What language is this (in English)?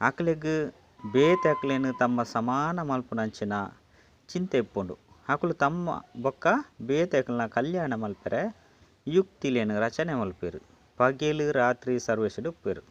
Tulu